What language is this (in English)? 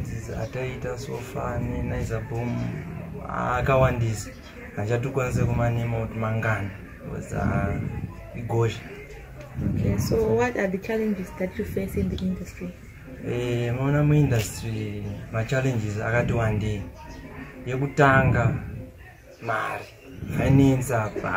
Shona